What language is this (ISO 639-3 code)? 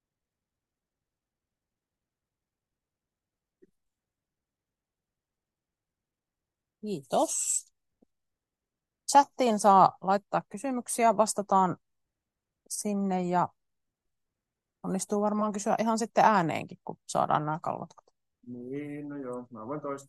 fin